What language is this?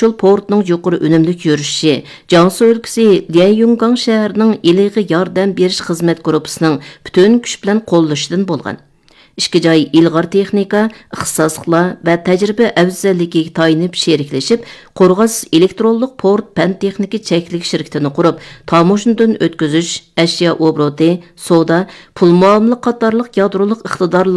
Uyghur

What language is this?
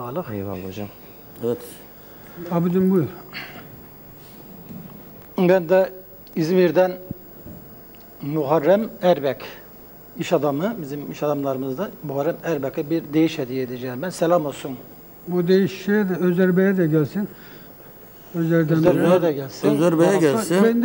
Turkish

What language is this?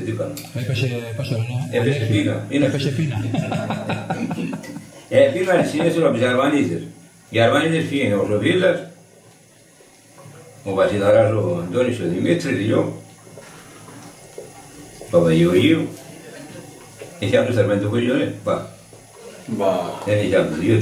Greek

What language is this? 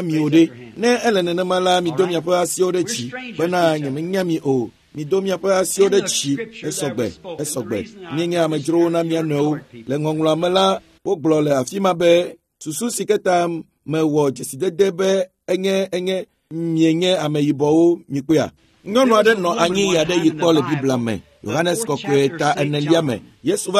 Ewe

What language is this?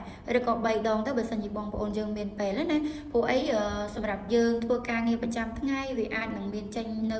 Khmer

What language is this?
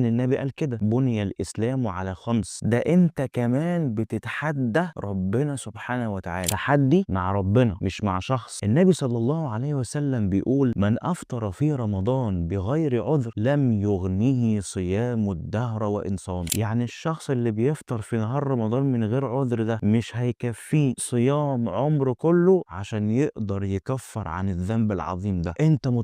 Egyptian Arabic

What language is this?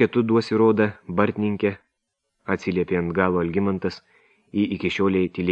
Lithuanian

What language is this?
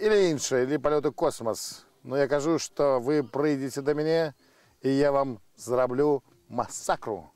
Belarusian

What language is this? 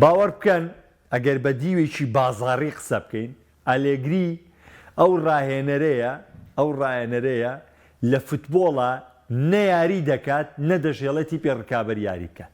Central Kurdish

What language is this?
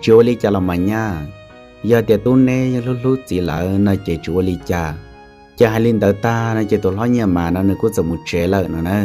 Hmong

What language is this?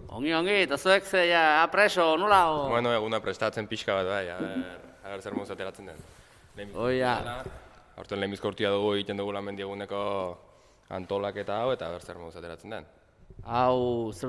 Basque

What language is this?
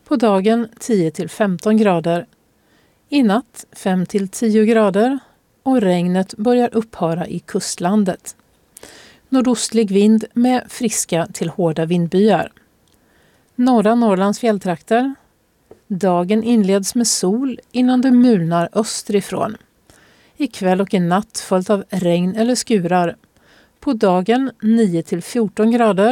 Swedish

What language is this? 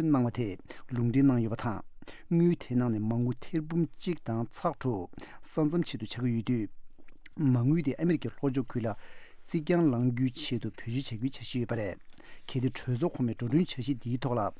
Tibetan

